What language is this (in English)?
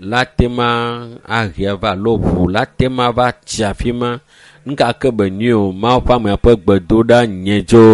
Ewe